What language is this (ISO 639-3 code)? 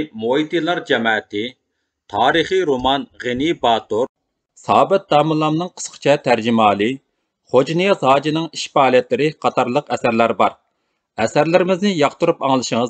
uig